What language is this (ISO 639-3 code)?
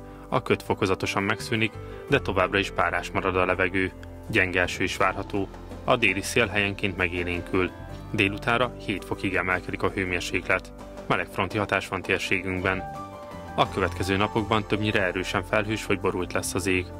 hun